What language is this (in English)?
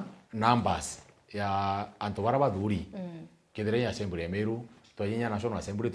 Meru